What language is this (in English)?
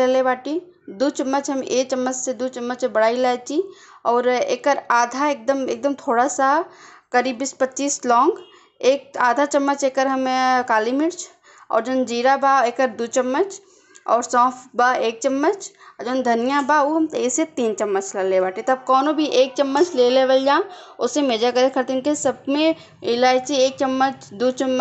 Bhojpuri